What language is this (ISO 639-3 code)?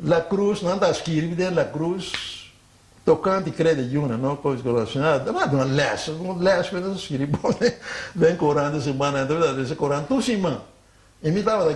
pap